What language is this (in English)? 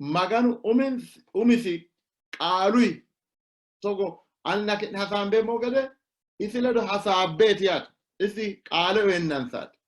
Sidamo